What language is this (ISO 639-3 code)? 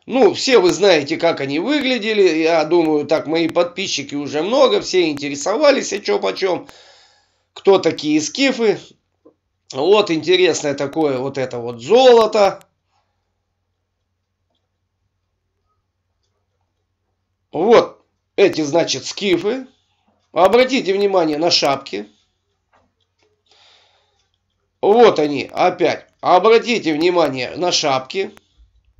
rus